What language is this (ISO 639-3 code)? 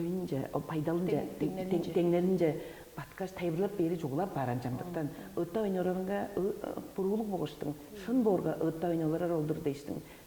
tyv